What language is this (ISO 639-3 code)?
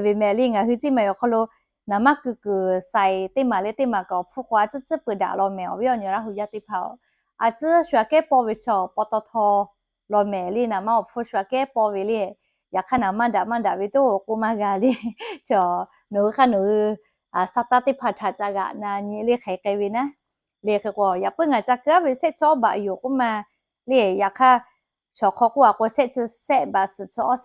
lhu